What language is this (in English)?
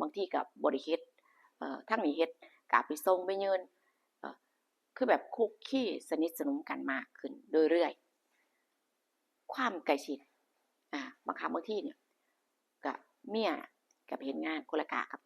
Northeastern Thai